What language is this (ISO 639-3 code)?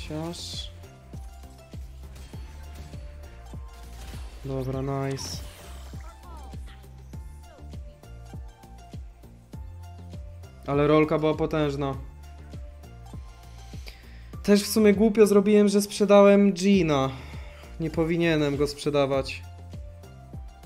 pol